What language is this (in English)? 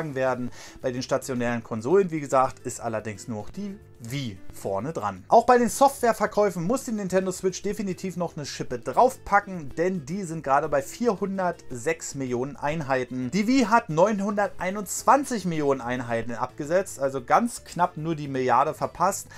German